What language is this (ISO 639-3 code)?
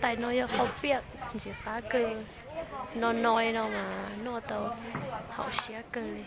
hmn